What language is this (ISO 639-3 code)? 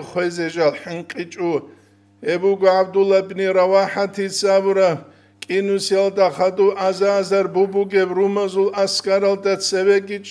ava